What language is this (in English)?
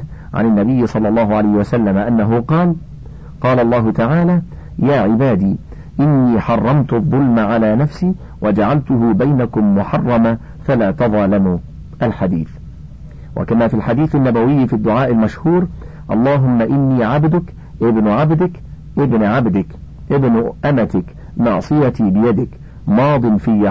Arabic